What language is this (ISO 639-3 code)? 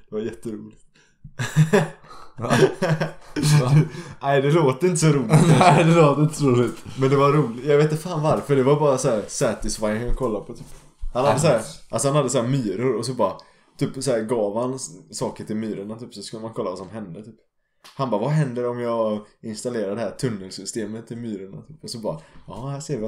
swe